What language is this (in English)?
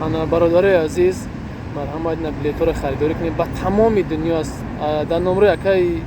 Tajik